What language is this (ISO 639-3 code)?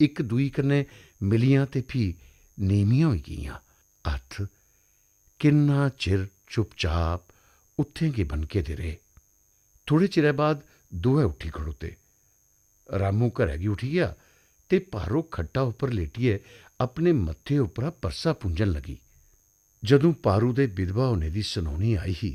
doi